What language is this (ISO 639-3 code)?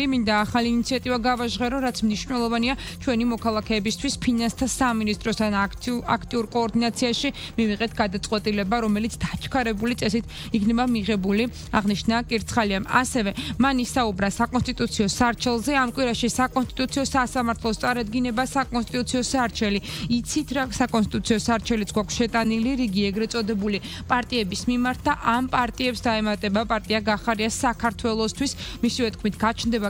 kat